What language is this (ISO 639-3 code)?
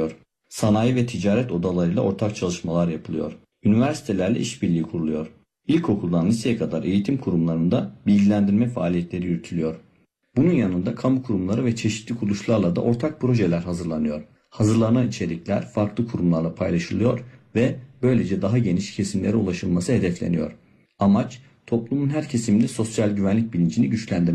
tur